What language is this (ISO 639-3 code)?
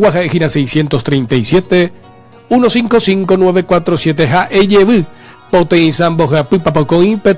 grn